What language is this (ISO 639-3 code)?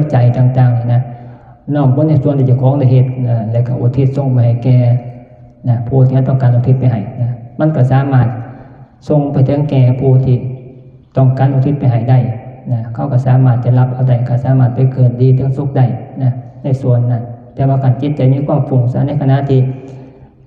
tts